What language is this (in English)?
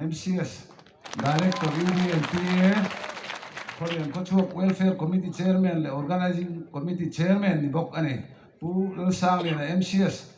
Mizo